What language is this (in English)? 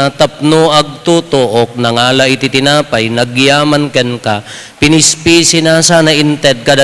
Iloko